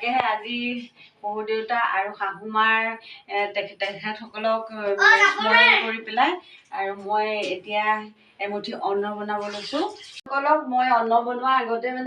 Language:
Assamese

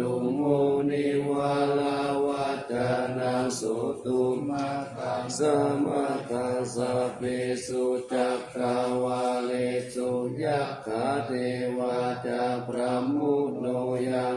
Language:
Pali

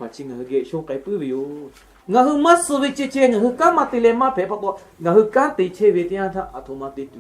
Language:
Lahu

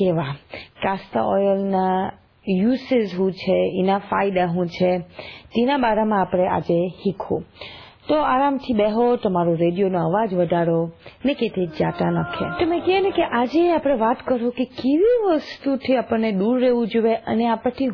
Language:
Gujarati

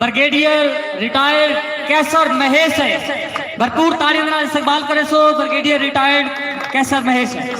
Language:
Saraiki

